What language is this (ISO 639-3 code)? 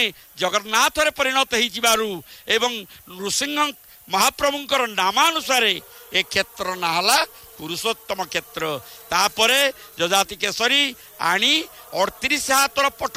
ori